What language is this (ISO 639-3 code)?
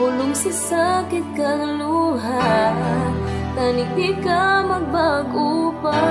hil